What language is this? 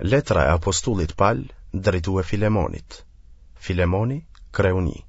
Albanian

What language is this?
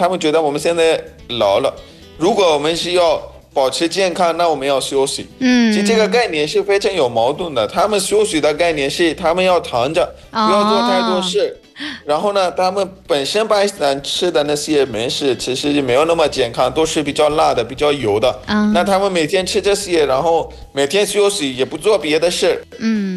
Chinese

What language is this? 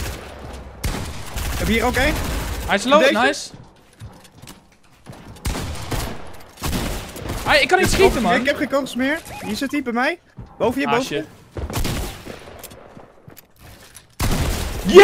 Dutch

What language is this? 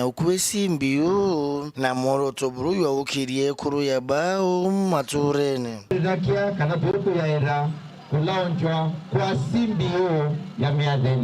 Meru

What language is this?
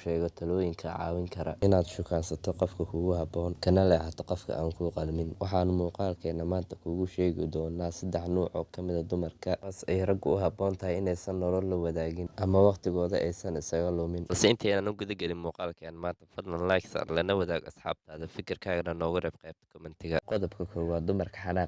Somali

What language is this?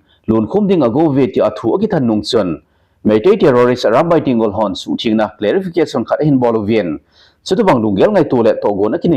Thado Chin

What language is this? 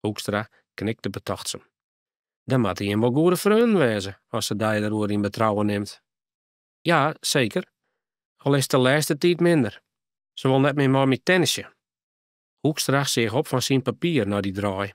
Western Frisian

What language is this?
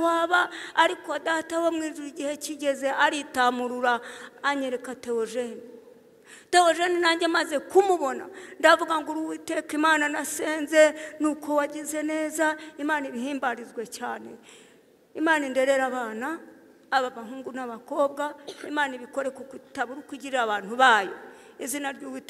Kinyarwanda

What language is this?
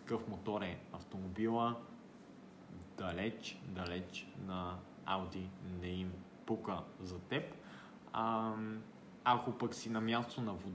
Bulgarian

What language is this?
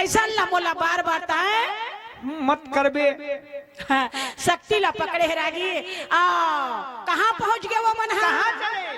Chhattisgarhi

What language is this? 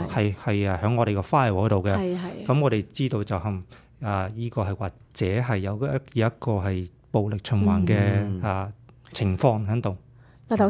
Cantonese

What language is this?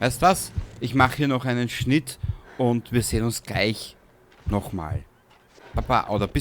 Bavarian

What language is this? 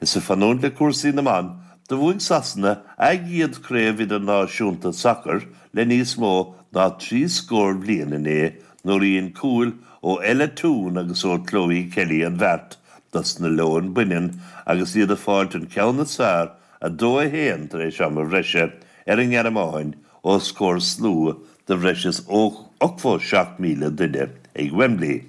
Irish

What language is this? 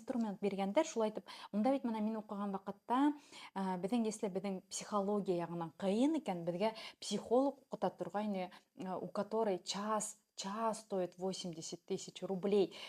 Bashkir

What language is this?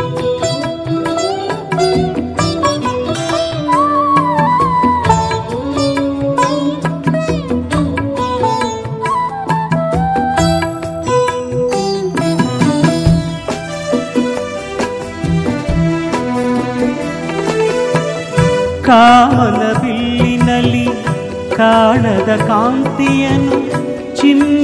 Kannada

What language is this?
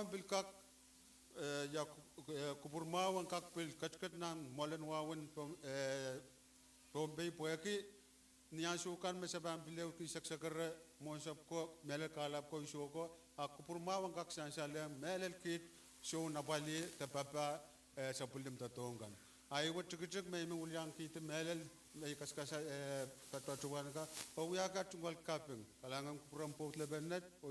Pohnpeian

